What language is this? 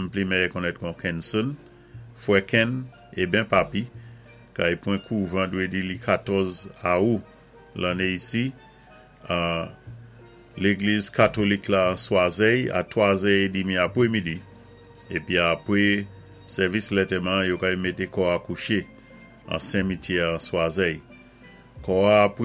Saint Lucian Creole French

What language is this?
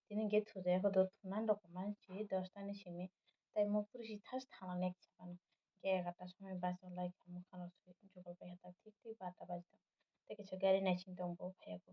Kok Borok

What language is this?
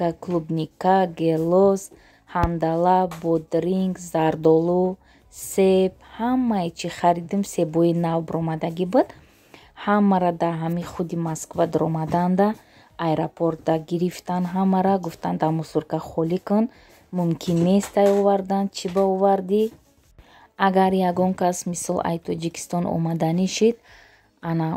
Tajik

